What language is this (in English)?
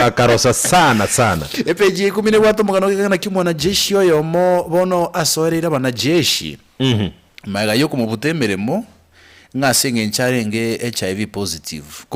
Gusii